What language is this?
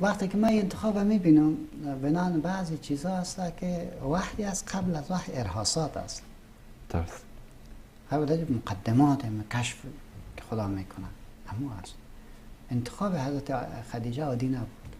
Persian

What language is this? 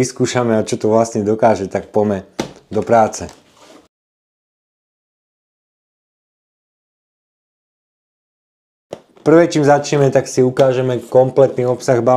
Slovak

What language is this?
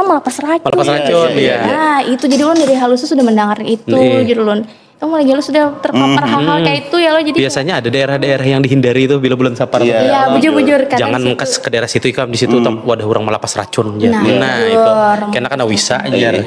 Banjar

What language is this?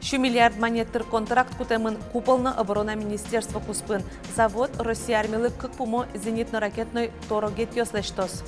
Udmurt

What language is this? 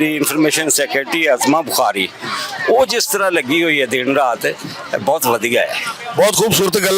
Western Panjabi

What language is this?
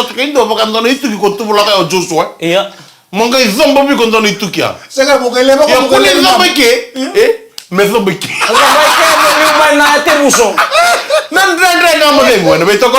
Fijian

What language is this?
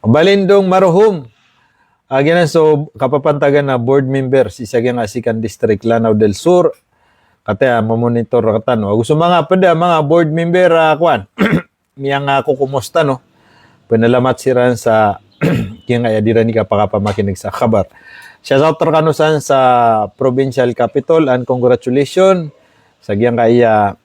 Maranao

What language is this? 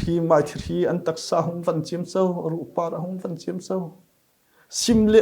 Falam Chin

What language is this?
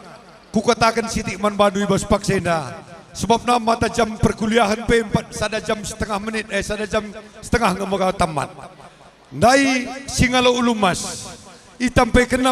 Batak Karo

